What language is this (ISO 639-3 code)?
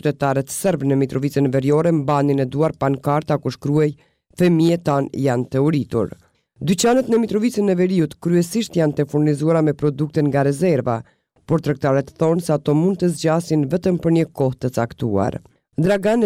sqi